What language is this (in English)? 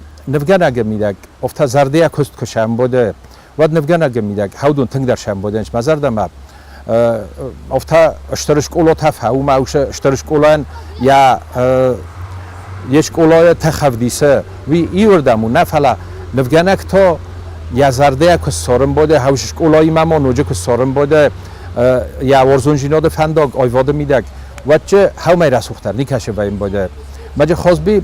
Ossetic